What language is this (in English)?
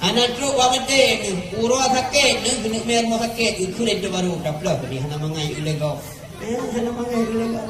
Achinese